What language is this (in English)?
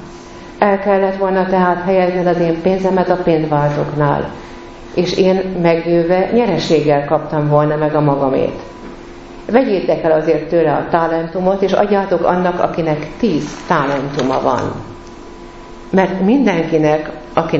Hungarian